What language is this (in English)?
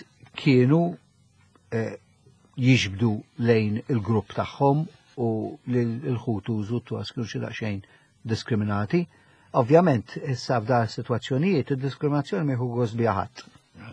Maltese